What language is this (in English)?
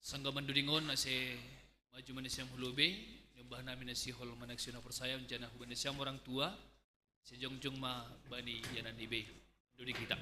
Batak Simalungun